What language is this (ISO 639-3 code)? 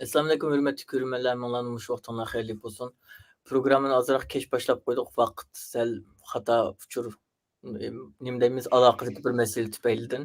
uig